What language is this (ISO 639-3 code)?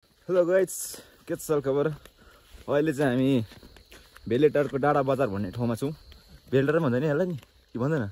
nep